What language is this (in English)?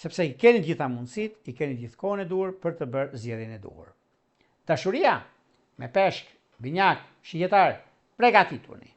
Albanian